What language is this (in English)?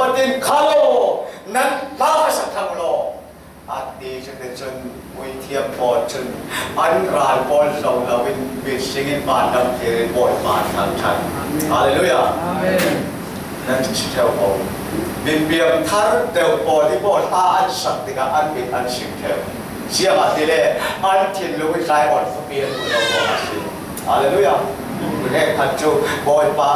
Falam Chin